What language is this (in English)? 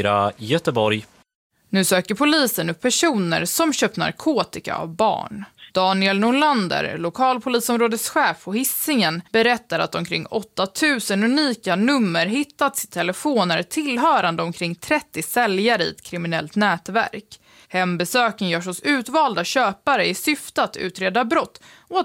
Swedish